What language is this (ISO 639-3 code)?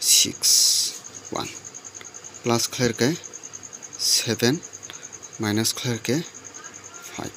trp